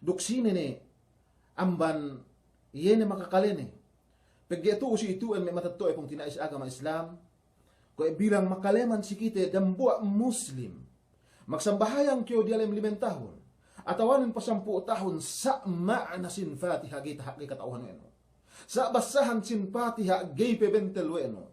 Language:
Yakan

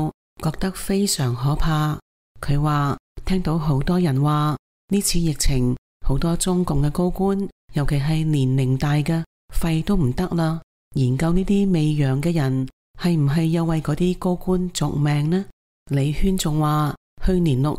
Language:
Cantonese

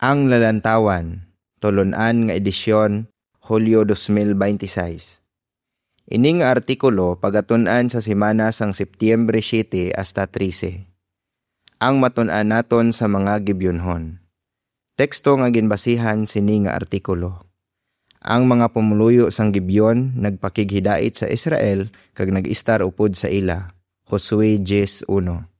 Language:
Hiligaynon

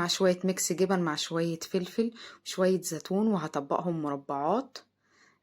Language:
Egyptian Arabic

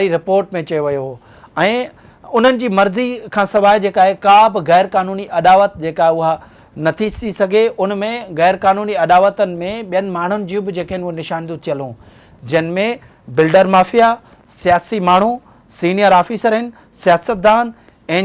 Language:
Sindhi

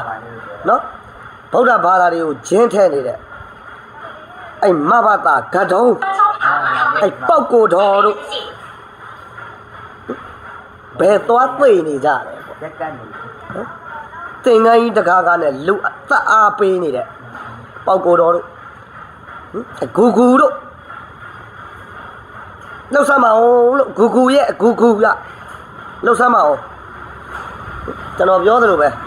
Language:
Burmese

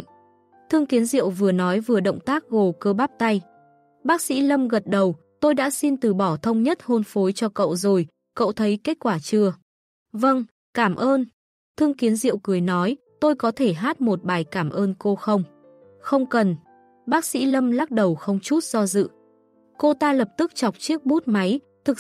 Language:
Vietnamese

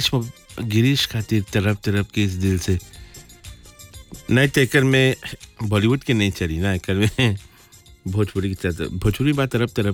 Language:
Bhojpuri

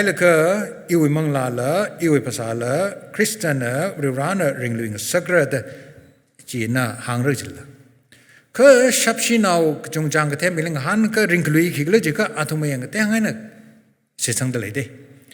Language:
Tangkhul Naga (India)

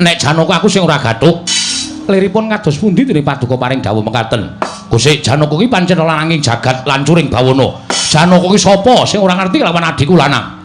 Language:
Javanese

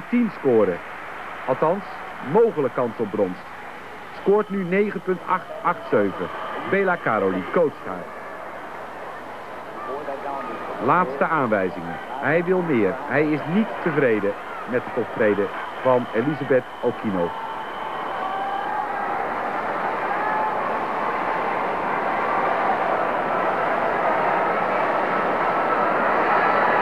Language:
Dutch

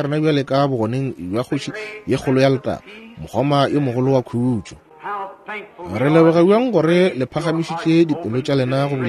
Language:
Northern Sotho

